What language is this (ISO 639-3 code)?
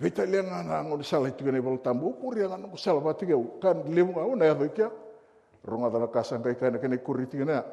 fij